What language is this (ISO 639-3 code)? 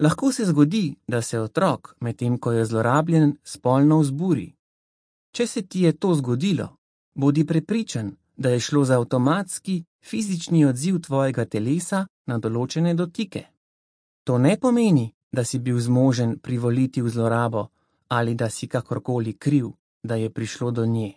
slv